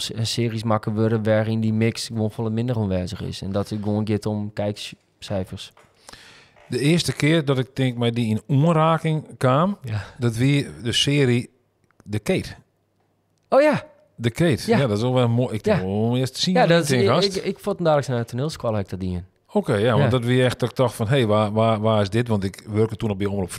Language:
Western Frisian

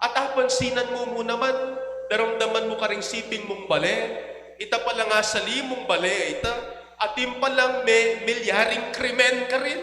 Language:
Pampanga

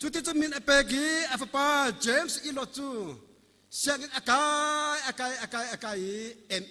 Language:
Hakha Chin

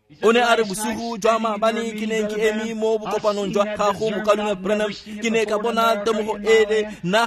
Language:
Tswana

